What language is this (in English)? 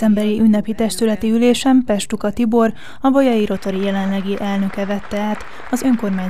Hungarian